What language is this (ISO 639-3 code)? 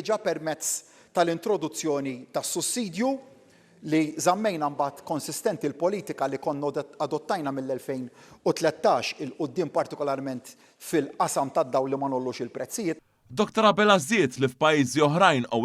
mlt